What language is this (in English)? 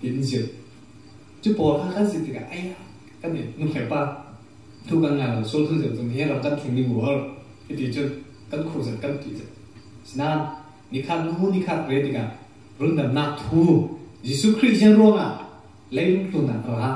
Falam Chin